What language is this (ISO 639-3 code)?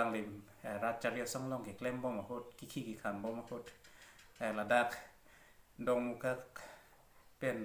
mjw